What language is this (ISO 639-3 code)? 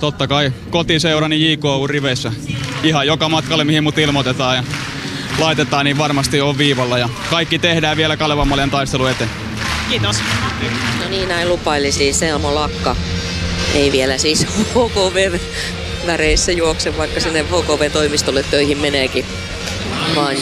fin